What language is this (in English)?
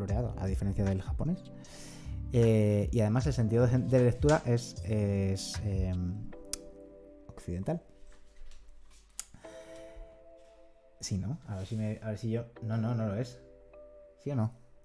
Spanish